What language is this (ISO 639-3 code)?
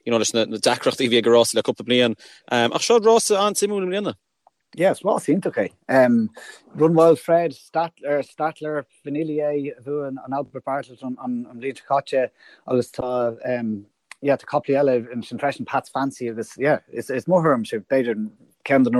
gle